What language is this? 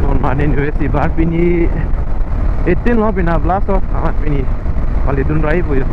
Karbi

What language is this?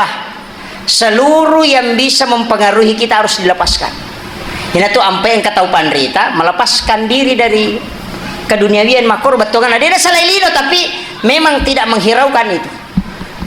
Buginese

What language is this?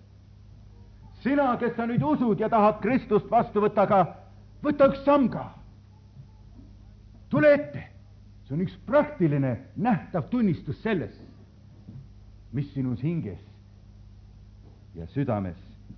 Estonian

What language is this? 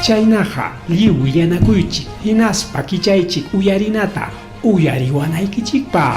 Ayacucho Quechua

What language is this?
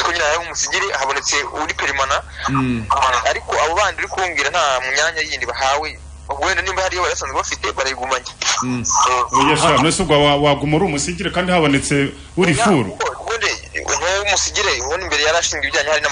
Kinyarwanda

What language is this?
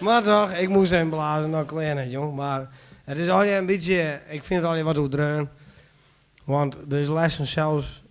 Western Frisian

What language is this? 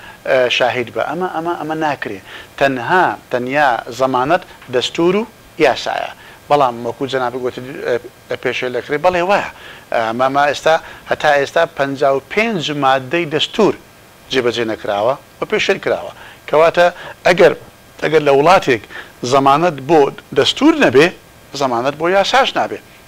Central Kurdish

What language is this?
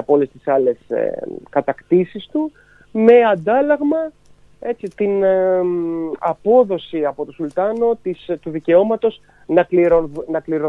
Greek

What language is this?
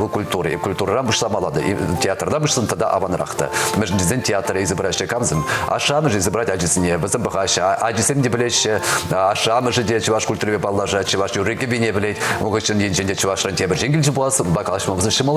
Chuvash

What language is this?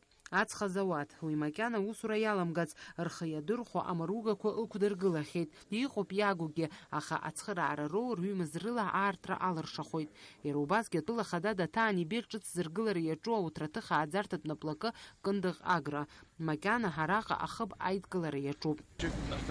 Abkhazian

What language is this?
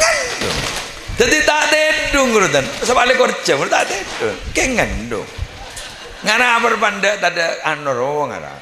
Madurese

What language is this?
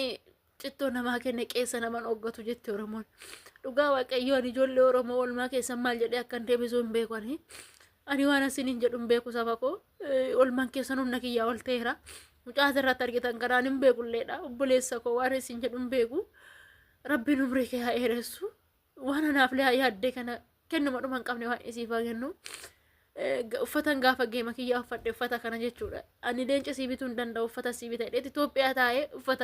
Oromo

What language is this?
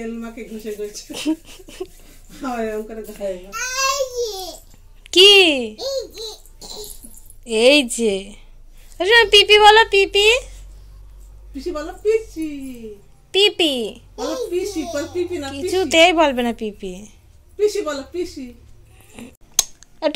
Bangla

